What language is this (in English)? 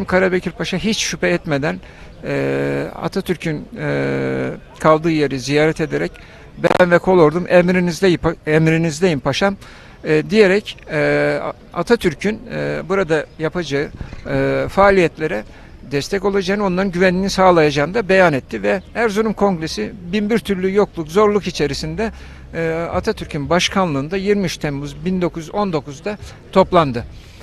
Turkish